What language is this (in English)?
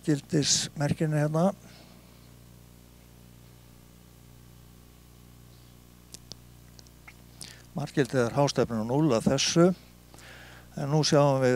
Icelandic